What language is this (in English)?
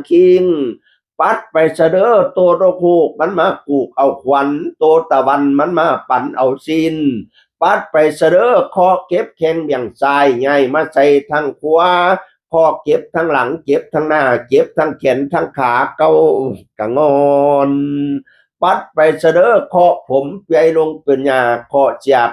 Northeastern Thai